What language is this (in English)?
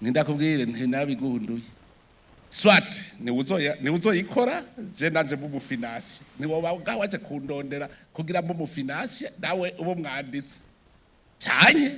Rundi